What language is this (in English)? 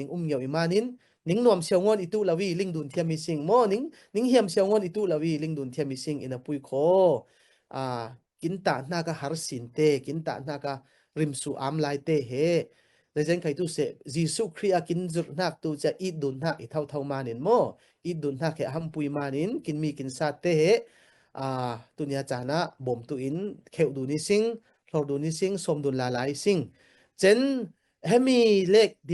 Falam Chin